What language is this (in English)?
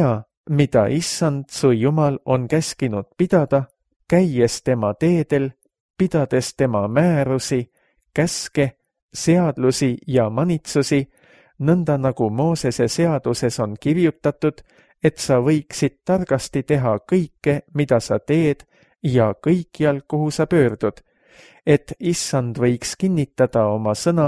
Estonian